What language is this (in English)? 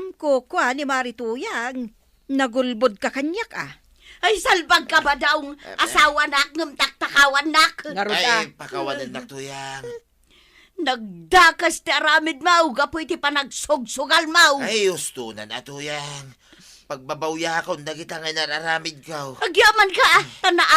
Iloko